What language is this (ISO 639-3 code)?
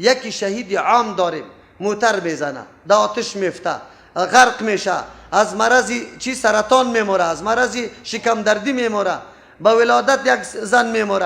fas